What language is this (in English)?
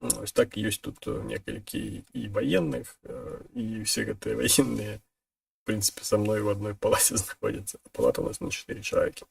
Belarusian